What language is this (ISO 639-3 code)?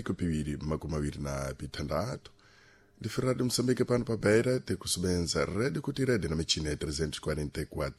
seh